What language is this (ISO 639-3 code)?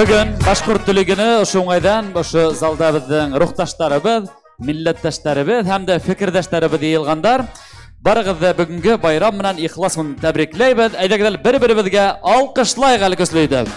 bak